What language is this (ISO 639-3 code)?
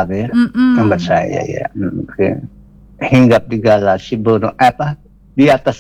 msa